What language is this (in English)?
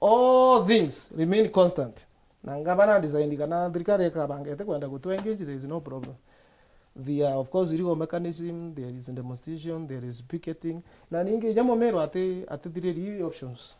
Meru